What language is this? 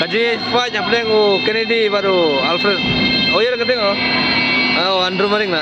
Khasi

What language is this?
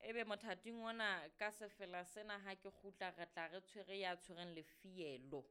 Southern Sotho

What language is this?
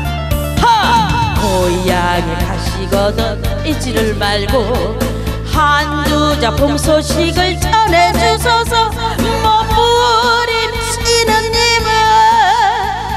Korean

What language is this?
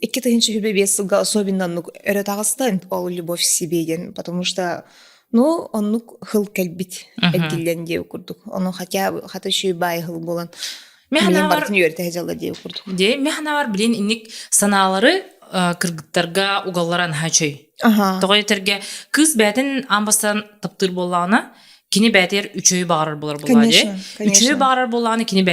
Yakut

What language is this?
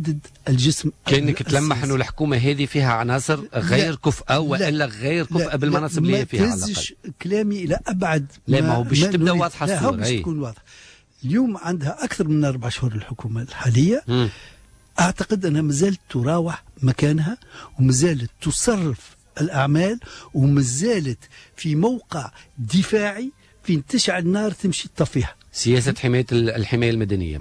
Tunisian Arabic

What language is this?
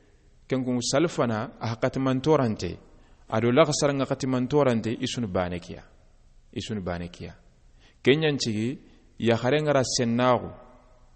Soninke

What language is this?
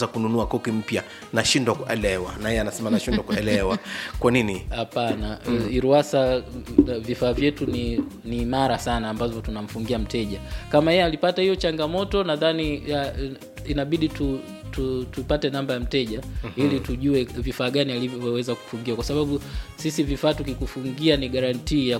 Swahili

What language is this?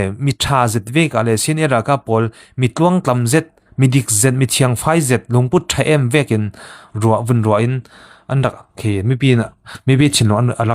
Falam Chin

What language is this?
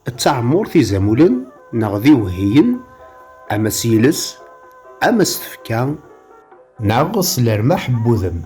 Kabyle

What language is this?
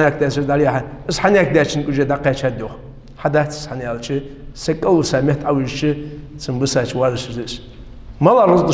Ingush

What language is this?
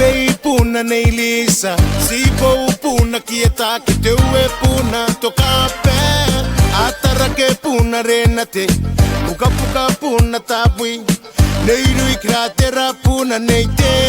Gilbertese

